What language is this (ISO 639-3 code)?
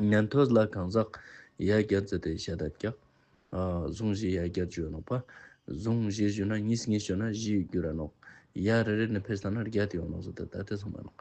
lbj